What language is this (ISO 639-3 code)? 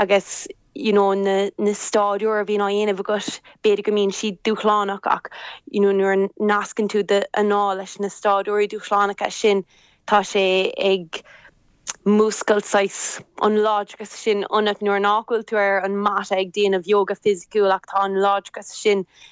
gle